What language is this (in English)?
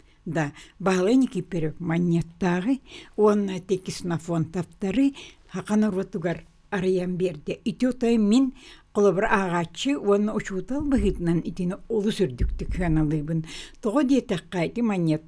Yakut